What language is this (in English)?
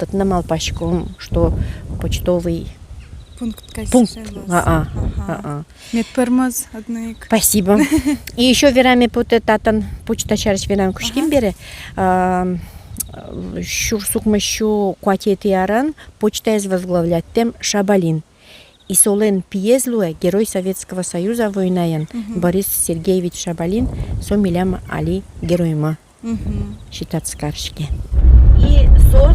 Udmurt